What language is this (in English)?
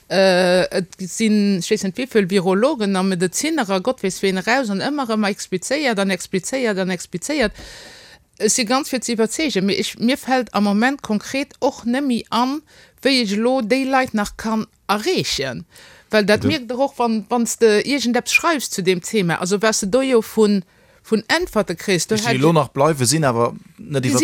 Luxembourgish